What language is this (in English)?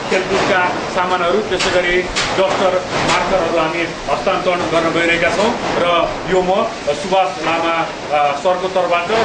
Nepali